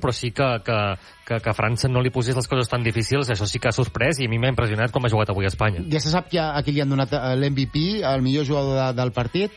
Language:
Catalan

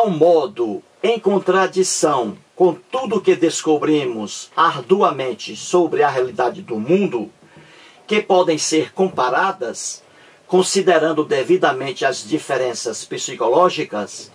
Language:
Portuguese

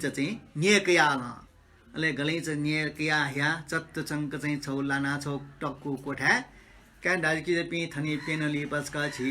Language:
Newari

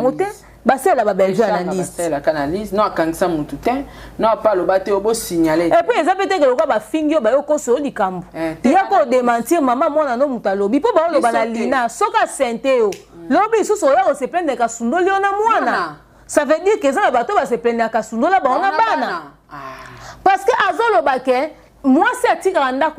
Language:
Lingala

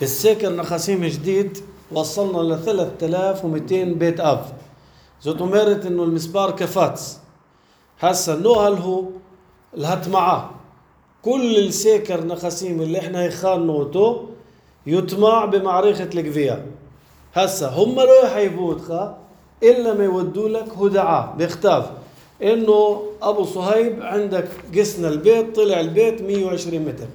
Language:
North Levantine Arabic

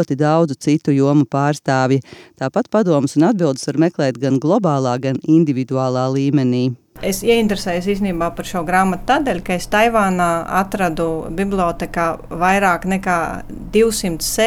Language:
Latvian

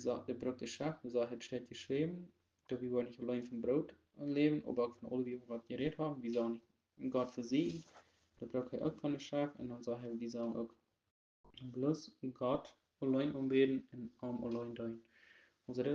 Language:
Plautdietsch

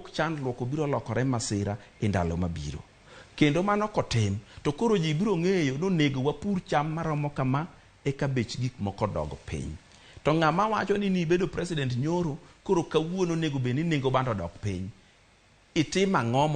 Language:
Luo (Kenya and Tanzania)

